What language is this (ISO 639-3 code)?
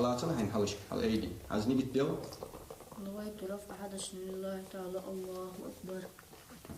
inh